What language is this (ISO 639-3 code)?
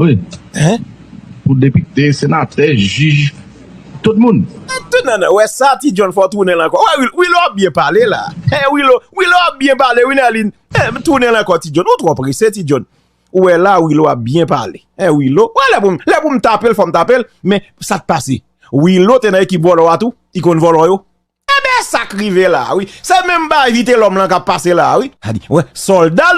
hat